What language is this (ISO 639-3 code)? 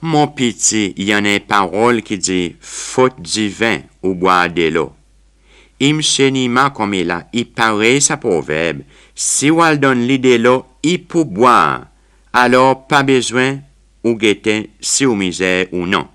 crs